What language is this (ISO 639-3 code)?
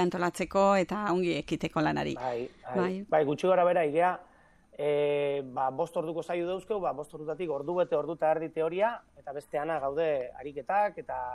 eus